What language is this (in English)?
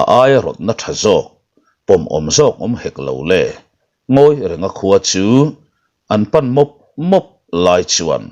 Mizo